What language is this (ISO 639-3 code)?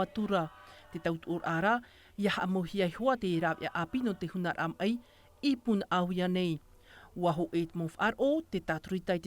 tah